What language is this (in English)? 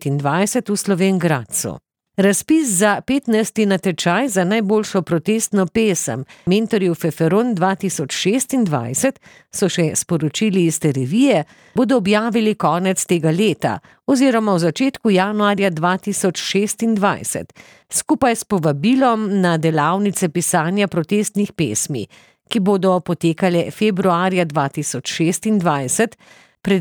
Slovenian